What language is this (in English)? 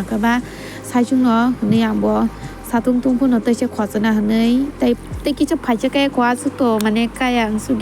Kok Borok